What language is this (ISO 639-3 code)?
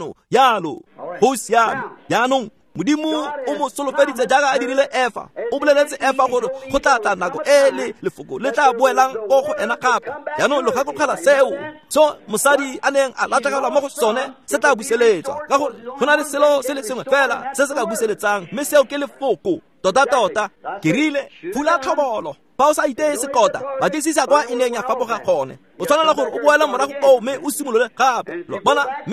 tsn